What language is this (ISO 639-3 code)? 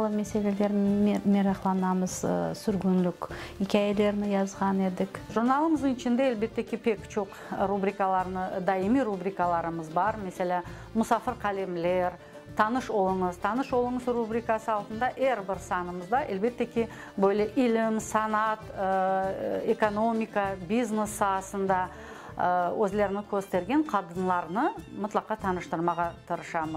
crh